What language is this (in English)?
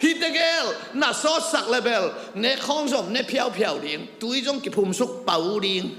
Tedim Chin